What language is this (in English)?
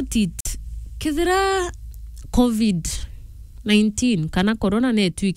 Meru